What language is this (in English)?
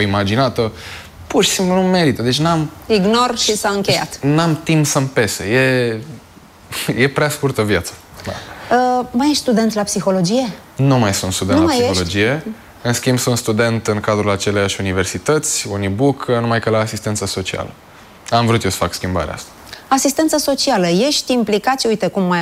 Romanian